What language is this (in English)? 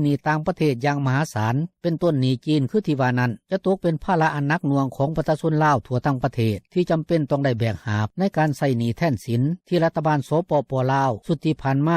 Lao